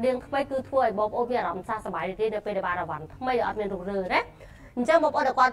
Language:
Khmer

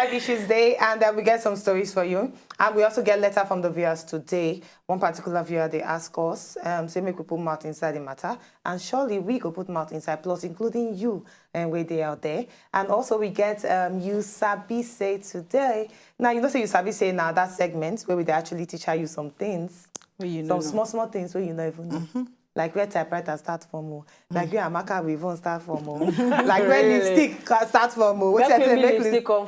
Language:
Nigerian Pidgin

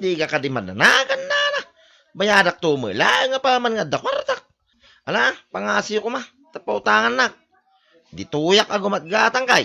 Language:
Iloko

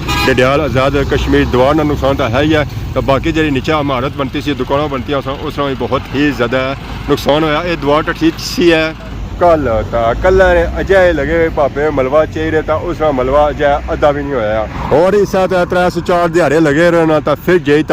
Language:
Pahari-Potwari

